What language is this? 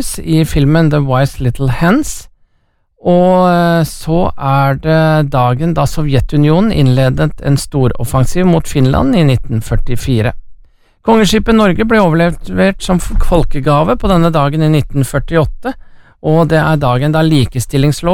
Norwegian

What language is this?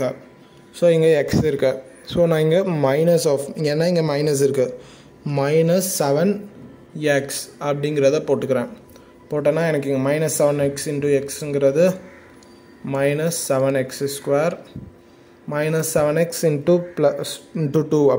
Tamil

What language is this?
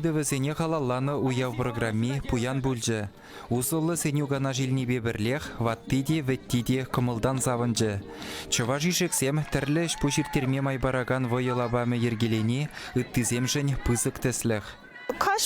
Chuvash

